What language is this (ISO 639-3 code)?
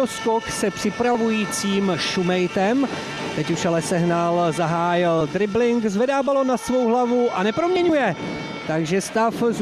ces